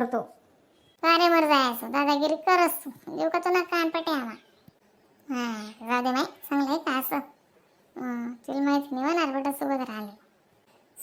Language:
Khandesi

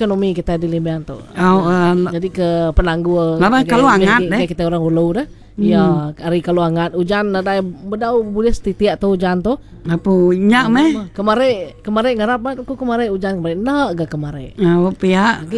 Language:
Iban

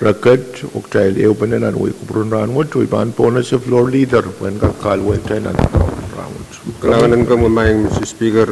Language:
Pohnpeian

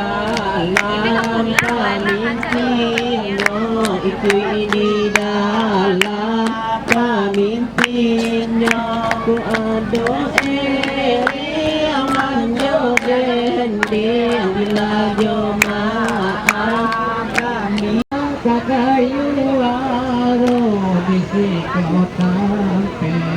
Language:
Minangkabau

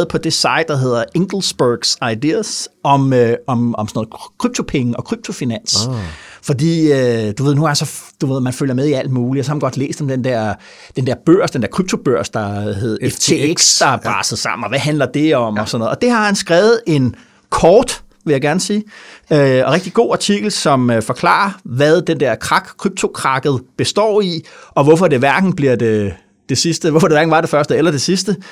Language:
Danish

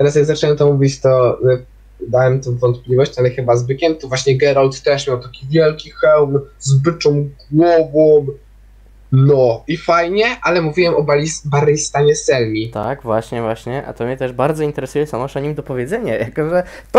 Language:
Polish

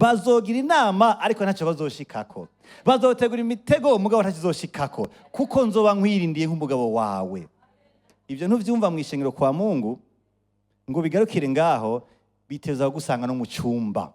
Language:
Rundi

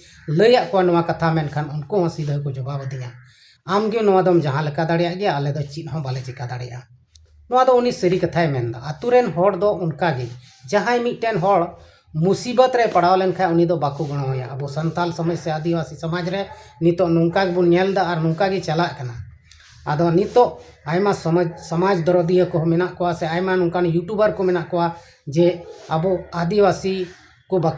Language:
Santali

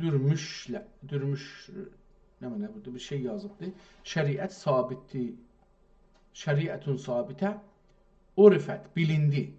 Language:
South Azerbaijani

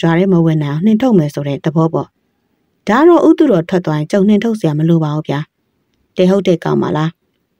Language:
Burmese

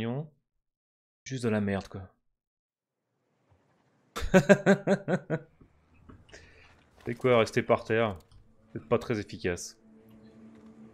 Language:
French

